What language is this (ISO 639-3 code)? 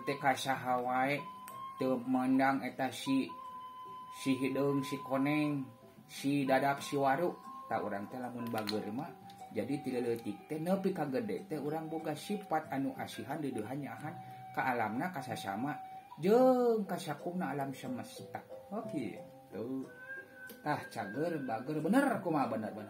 sun